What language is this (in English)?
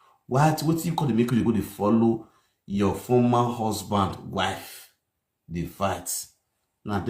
Nigerian Pidgin